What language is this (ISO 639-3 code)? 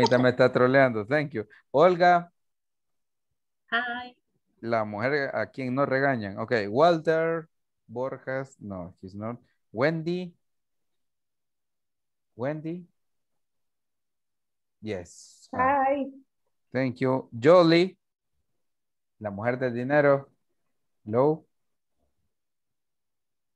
spa